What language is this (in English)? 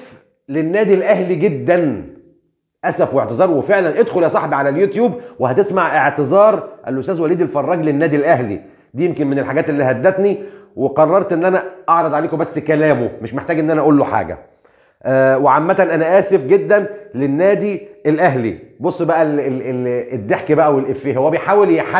Egyptian Arabic